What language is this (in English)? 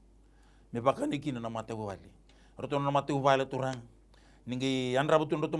Fijian